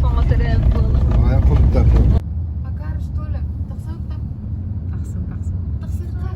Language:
Yakut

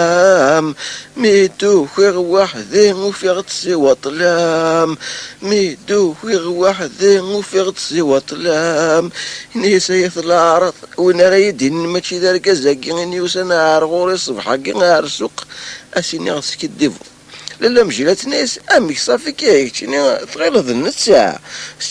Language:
Kabyle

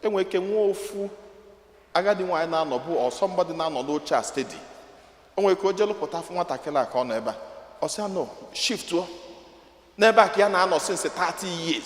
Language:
Igbo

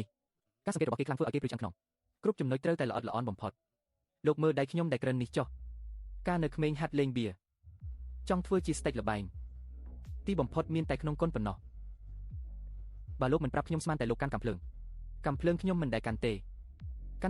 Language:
Khmer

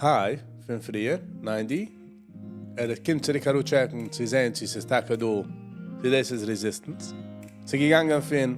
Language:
Yiddish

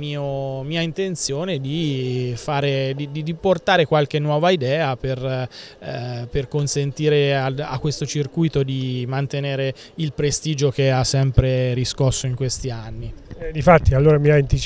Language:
Italian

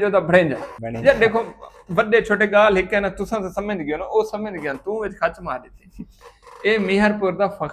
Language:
Saraiki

